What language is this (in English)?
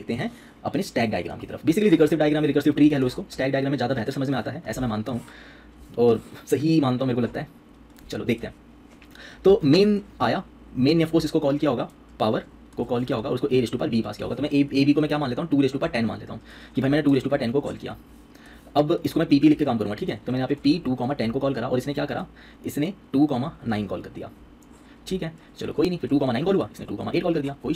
Hindi